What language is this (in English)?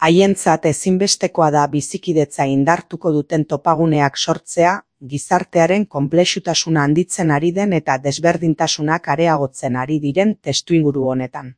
Basque